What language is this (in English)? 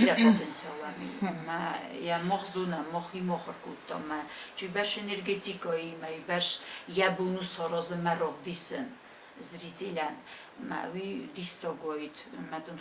Ossetic